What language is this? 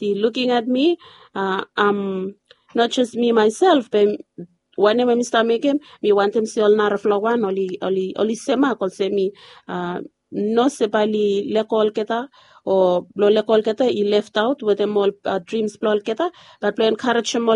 Bislama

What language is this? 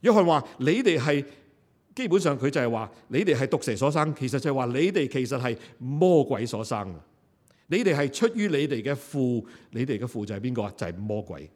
Cantonese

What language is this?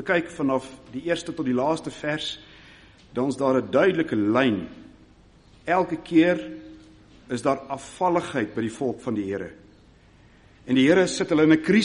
Afrikaans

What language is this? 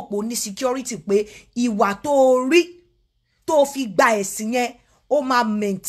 Yoruba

